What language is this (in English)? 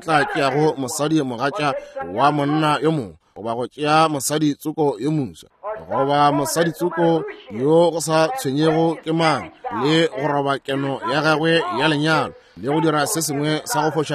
Northern Sotho